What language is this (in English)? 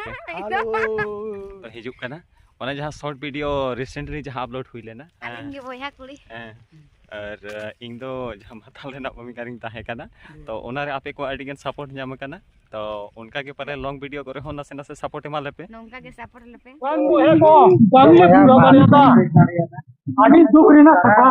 Santali